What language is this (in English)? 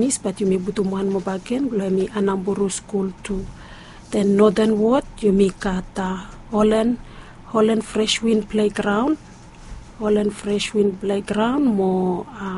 Bislama